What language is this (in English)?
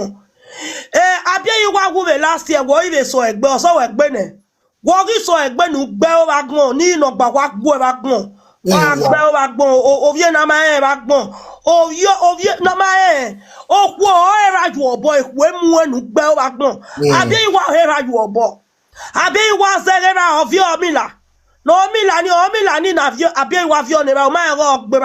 Nigerian Pidgin